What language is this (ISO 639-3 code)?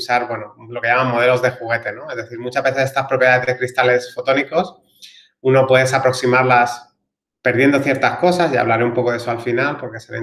spa